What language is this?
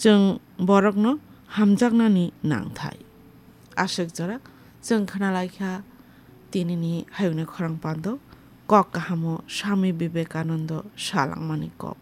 Kok Borok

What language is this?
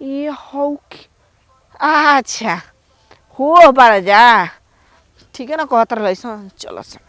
Bhojpuri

